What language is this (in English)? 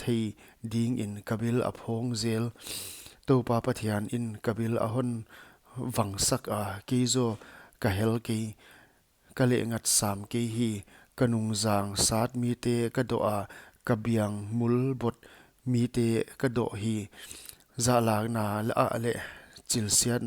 Paite Chin